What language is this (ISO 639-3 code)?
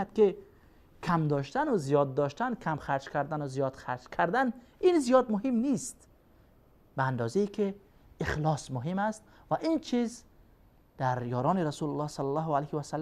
fas